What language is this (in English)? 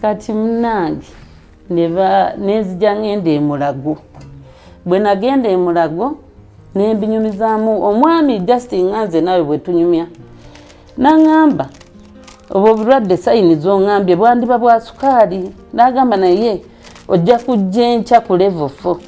Ganda